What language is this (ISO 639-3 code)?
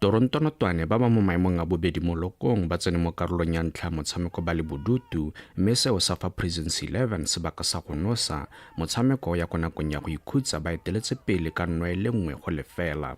tsn